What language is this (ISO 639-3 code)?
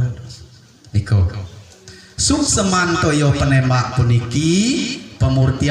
ban